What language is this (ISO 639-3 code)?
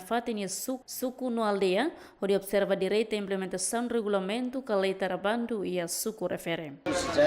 tet